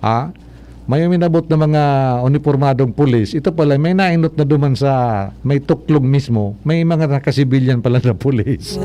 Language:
Bikol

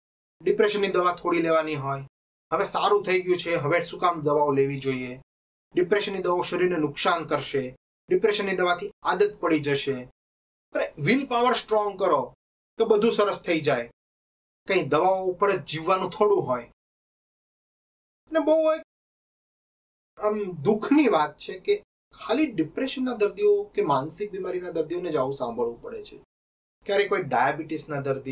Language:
Gujarati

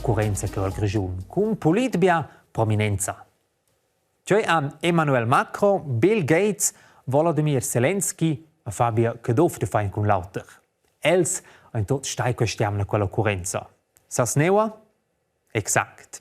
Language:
Romansh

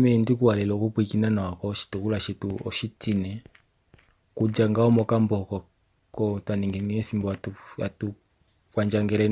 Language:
Kuanyama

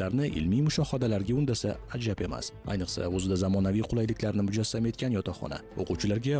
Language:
Uzbek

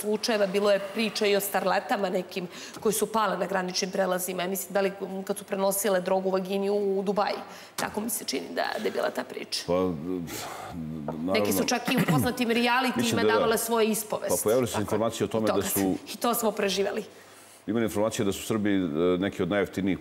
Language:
Serbian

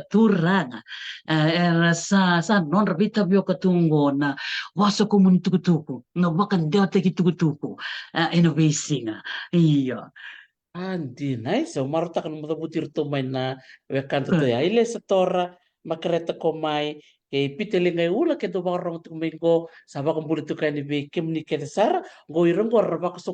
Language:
Fijian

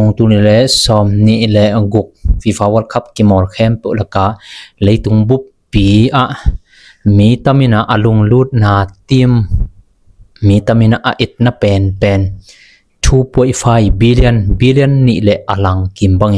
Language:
Tedim Chin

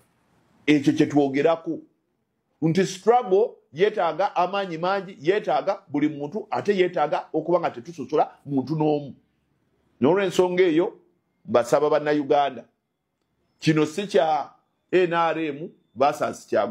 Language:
Ganda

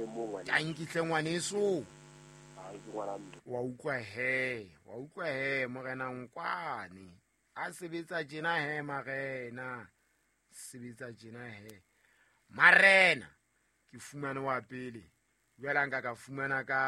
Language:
Southern Sotho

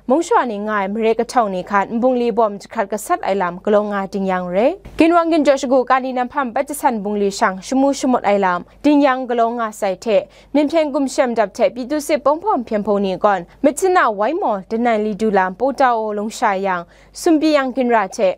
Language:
Kachin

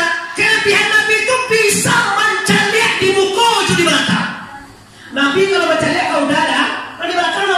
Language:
Minangkabau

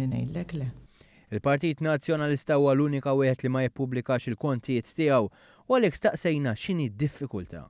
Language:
Maltese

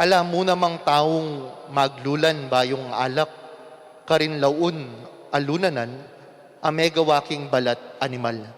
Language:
Pampanga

